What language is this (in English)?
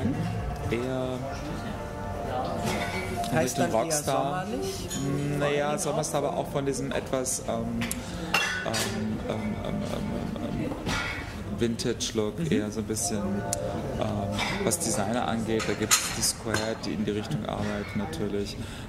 German